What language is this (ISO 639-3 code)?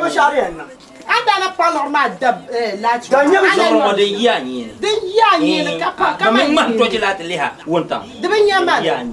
dag